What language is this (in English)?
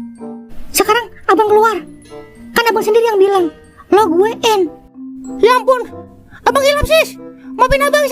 Betawi